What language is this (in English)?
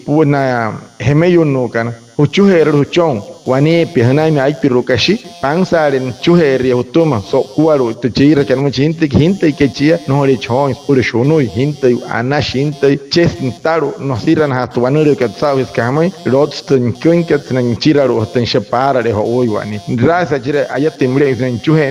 Wayuu